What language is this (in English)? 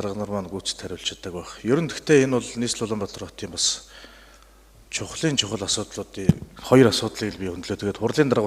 Mongolian